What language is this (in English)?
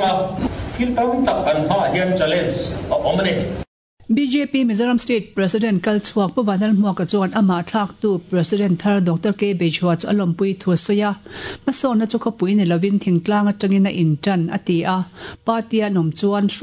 Mizo